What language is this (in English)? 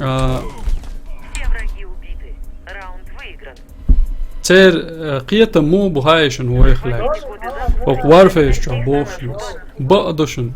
Chechen